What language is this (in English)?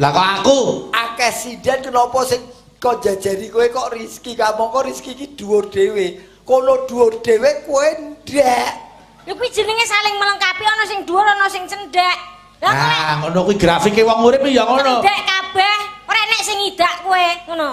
Javanese